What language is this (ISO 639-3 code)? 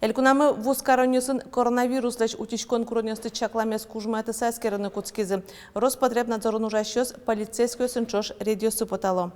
udm